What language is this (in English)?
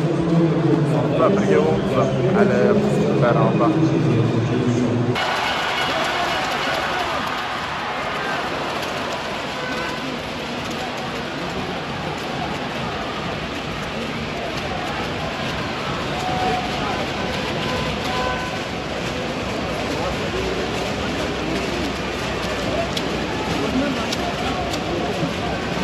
Kazakh